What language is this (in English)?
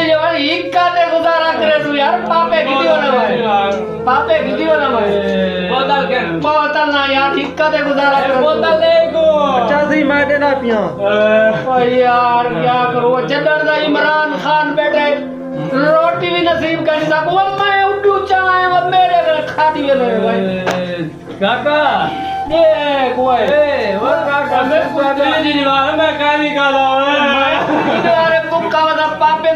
Saraiki